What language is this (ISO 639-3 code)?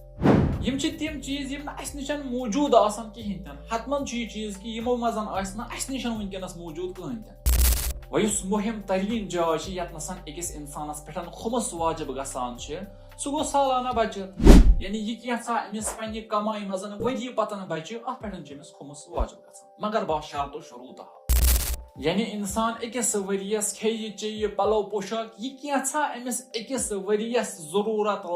kas